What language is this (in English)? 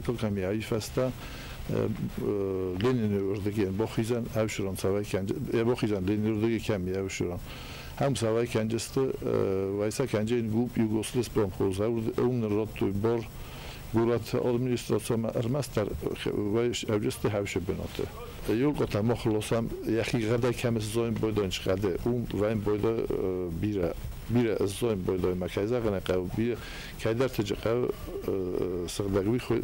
Ossetic